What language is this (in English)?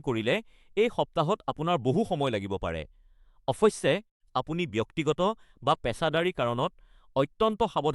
Assamese